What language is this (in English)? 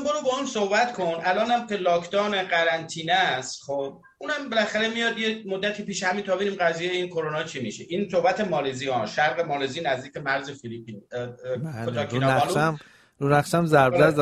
Persian